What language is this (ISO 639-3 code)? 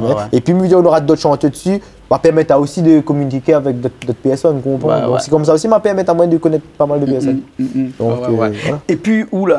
rcf